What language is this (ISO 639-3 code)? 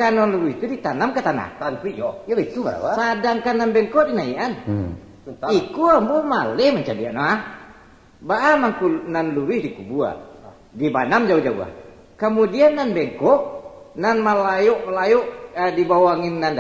min